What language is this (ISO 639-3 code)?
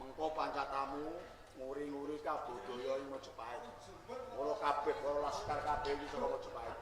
jav